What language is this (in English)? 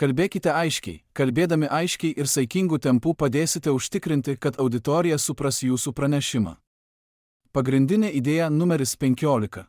Lithuanian